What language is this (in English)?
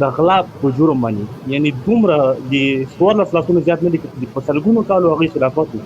Pashto